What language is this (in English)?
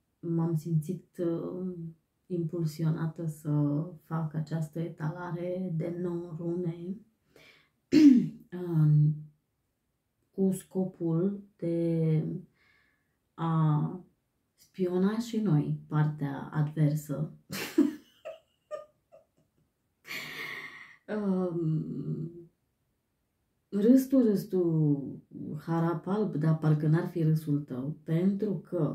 Romanian